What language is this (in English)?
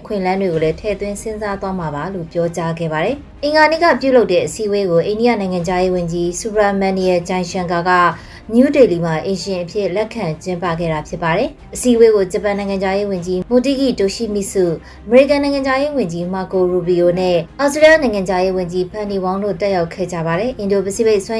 Burmese